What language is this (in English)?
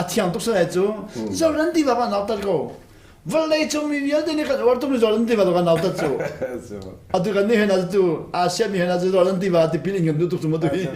Hakha Chin